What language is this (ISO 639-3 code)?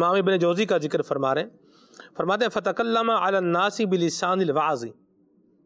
urd